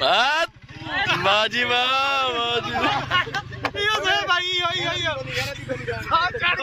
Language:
Saraiki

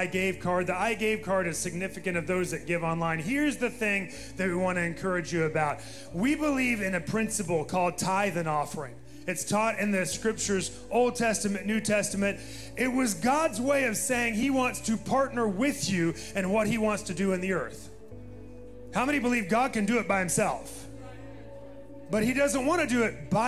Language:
English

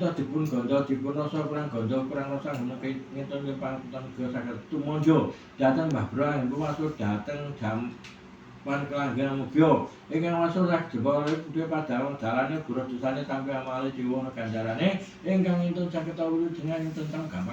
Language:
Javanese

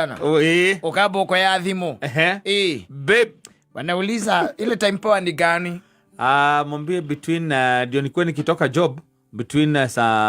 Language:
Kikuyu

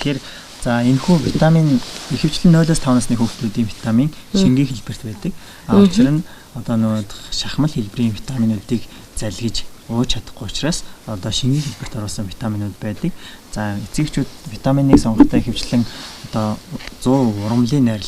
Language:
Mongolian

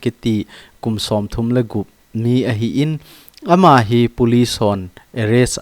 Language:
Thado Chin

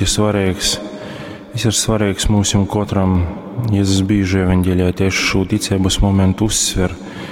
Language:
Latgalian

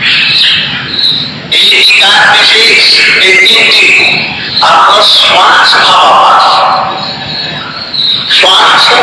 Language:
Bangla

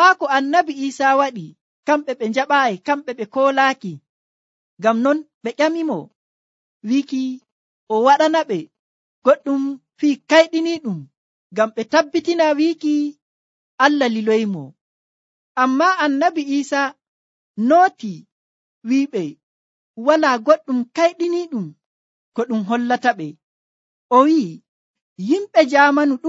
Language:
Nigerian Fulfulde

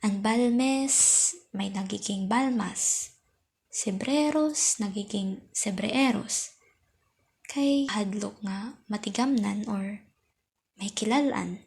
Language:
Waray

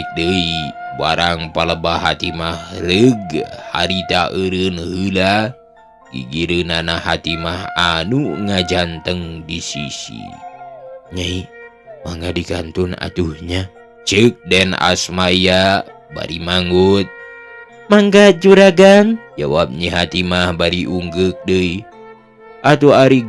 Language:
Sundanese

